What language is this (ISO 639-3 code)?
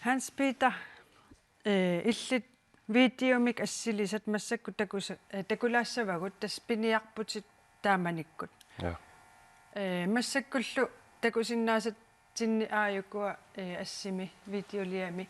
kal